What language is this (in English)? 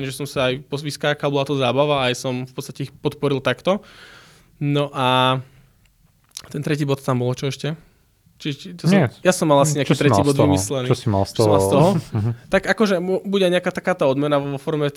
Slovak